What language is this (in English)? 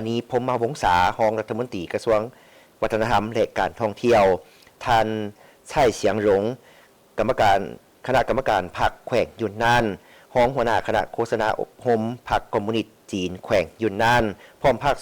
Lao